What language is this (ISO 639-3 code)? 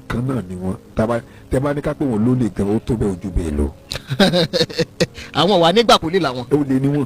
yor